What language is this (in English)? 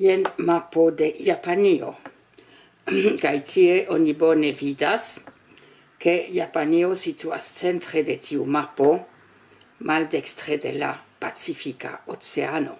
Esperanto